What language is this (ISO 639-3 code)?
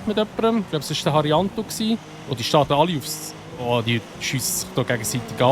gsw